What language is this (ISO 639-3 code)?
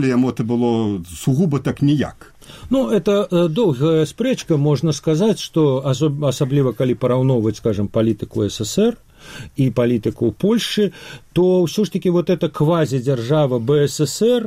bel